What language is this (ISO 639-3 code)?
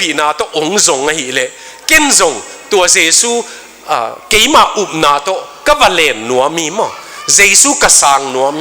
ctd